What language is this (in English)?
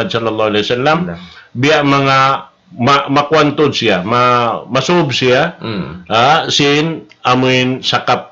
Tausug